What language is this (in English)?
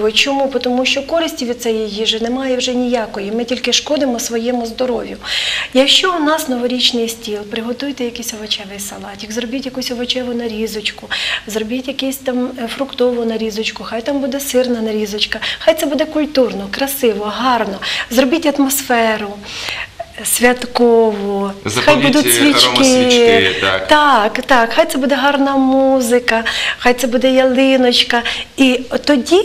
Ukrainian